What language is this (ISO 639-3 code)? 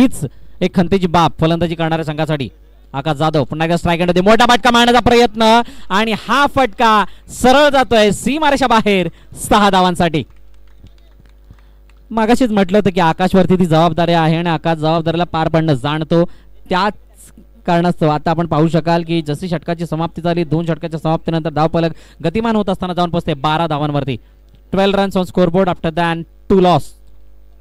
mar